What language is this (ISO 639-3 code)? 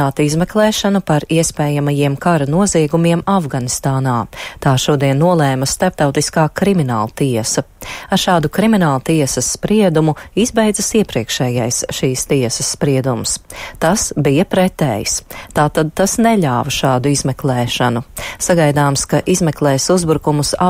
lav